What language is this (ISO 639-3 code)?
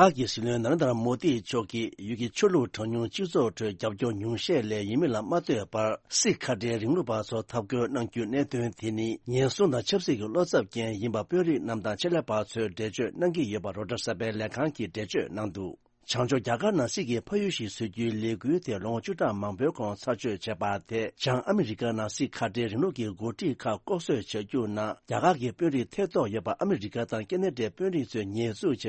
bod